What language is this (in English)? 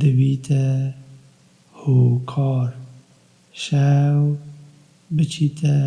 Kurdish